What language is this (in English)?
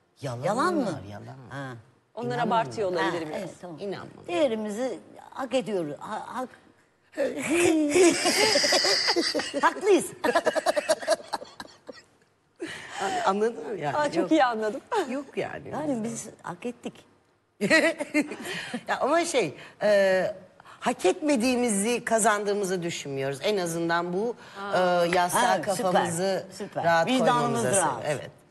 Turkish